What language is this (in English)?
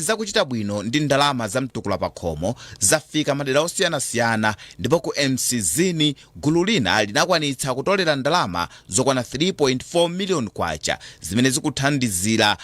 Nyanja